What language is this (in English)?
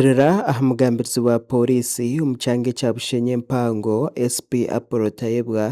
Nyankole